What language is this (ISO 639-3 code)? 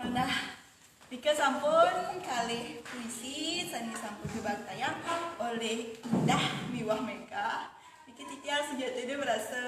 ban